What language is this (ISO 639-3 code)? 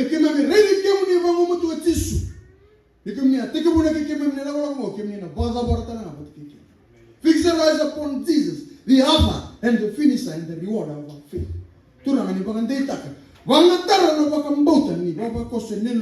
fij